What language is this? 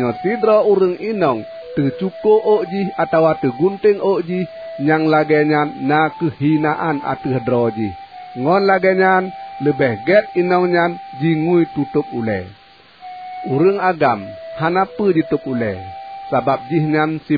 Achinese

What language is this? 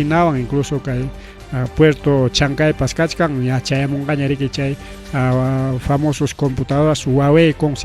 Ayacucho Quechua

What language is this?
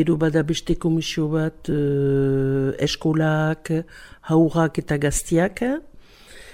Basque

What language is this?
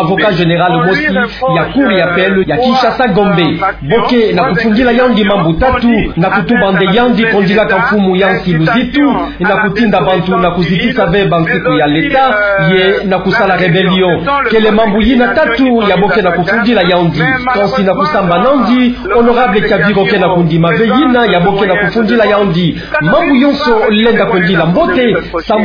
Kituba (Democratic Republic of Congo)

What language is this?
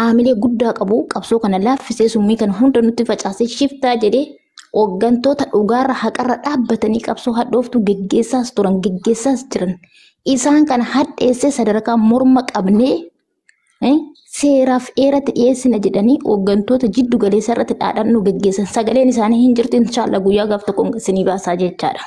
Oromo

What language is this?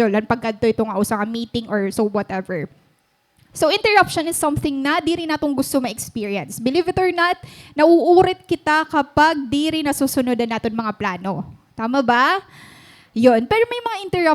Waray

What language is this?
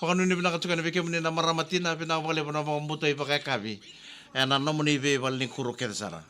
Fijian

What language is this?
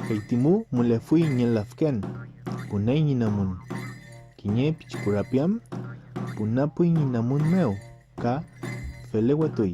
Mapuche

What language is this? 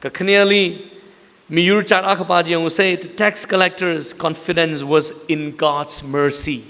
Tangkhul Naga (India)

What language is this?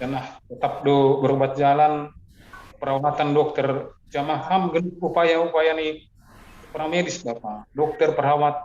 Batak Simalungun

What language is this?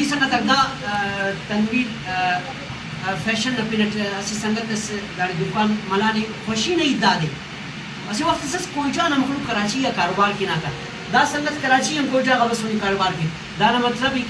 Brahui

